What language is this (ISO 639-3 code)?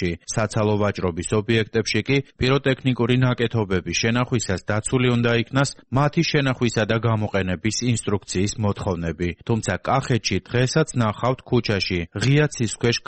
kat